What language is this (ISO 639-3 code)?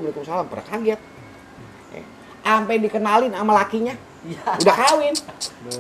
bew